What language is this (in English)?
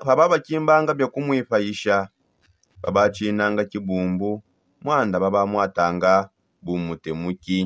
Songe